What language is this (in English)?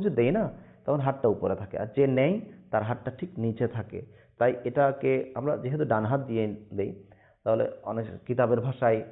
Bangla